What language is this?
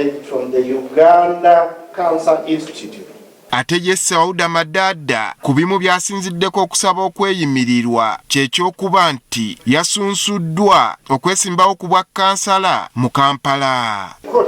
Ganda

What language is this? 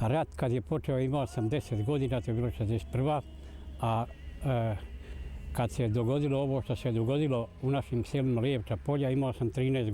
Bosnian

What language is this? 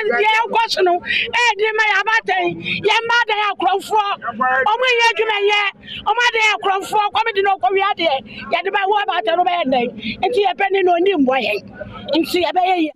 Akan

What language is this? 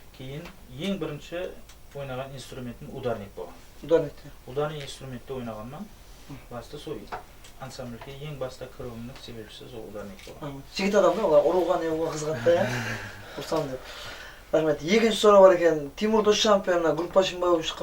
Kara-Kalpak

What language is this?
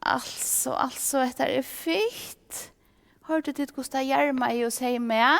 Faroese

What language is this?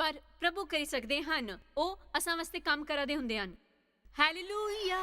Dogri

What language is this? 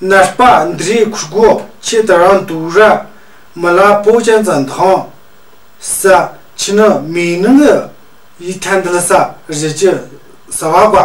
Tu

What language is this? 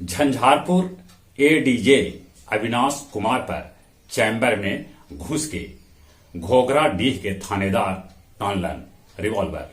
Magahi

